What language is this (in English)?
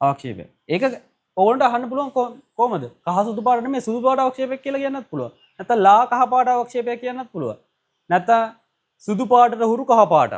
Sinhala